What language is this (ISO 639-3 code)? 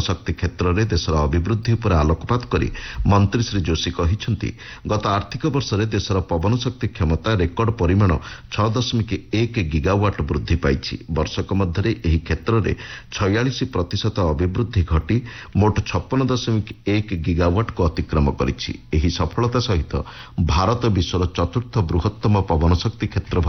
ori